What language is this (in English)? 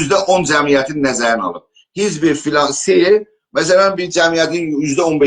South Azerbaijani